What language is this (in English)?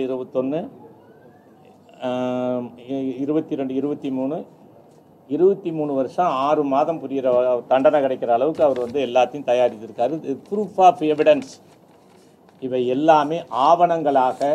Tamil